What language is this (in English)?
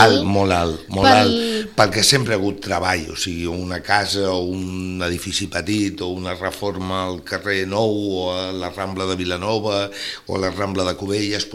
Catalan